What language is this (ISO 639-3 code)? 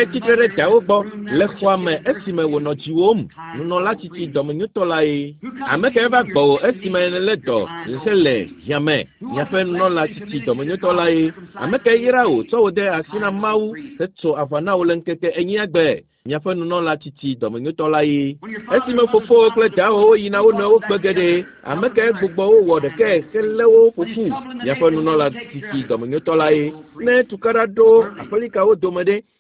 ewe